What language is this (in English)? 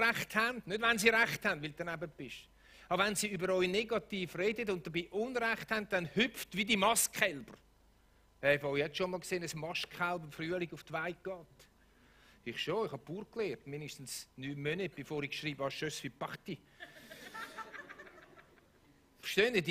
Swiss German